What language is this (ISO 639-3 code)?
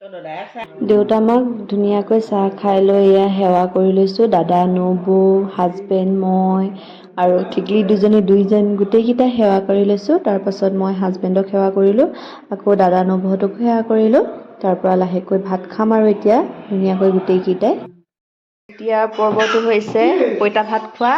asm